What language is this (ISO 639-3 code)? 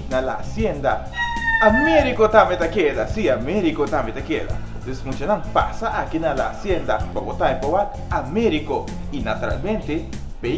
pap